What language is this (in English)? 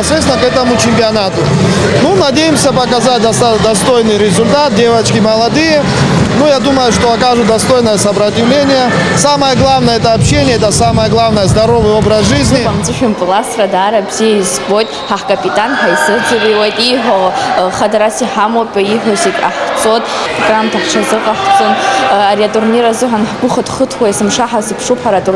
Abkhazian